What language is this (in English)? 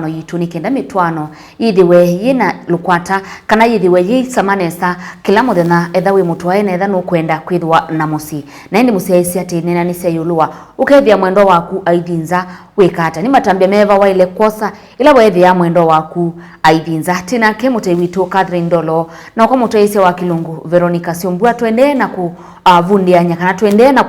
Kamba